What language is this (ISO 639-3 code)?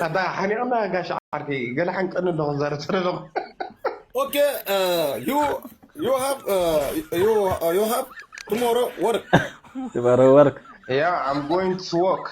tir